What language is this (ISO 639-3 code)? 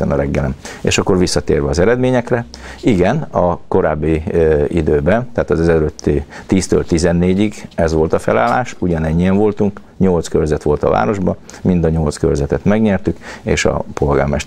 hun